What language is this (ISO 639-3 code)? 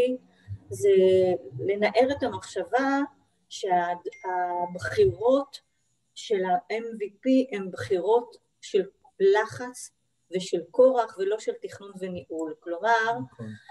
heb